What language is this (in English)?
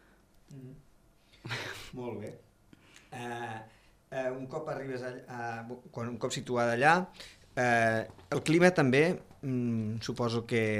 Catalan